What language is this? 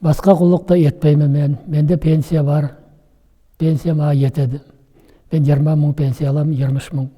Nogai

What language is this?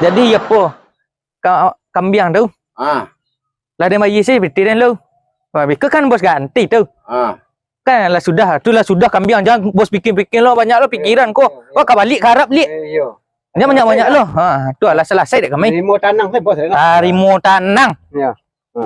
Minangkabau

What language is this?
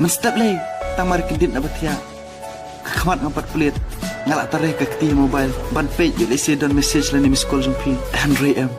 Khasi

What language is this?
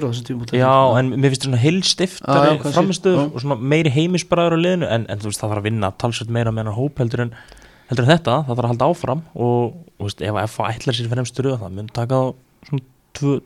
Icelandic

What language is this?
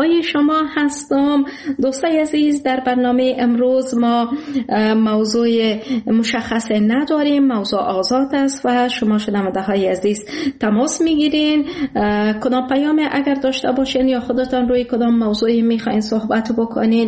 Persian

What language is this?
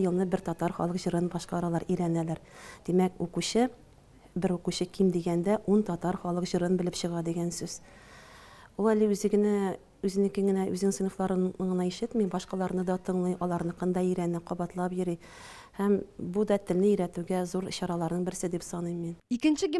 Tatar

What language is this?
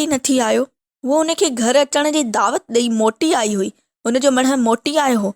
Sindhi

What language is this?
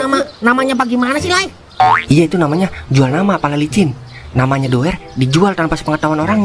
Betawi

